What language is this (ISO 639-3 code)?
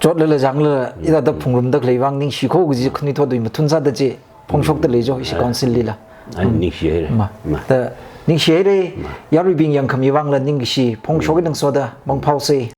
nmf